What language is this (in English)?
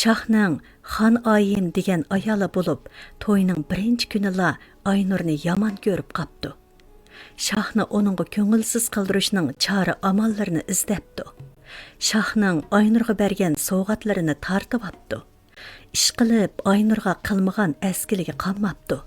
Uyghur